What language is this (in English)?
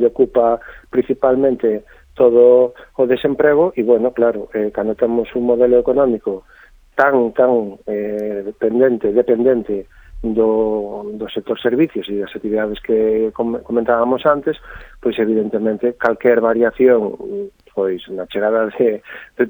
Galician